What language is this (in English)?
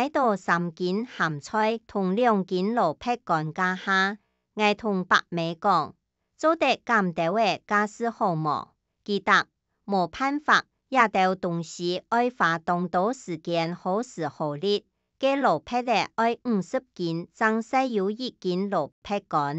Hakka Chinese